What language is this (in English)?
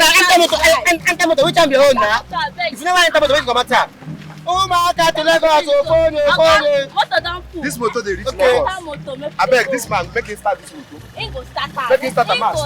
Nigerian Pidgin